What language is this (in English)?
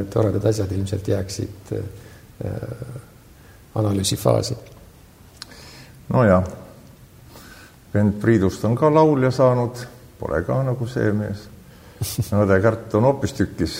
Estonian